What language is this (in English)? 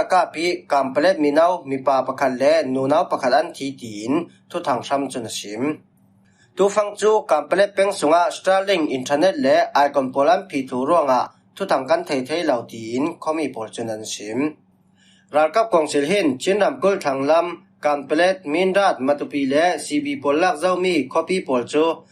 Falam Chin